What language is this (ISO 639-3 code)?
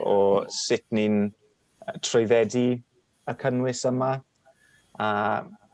cym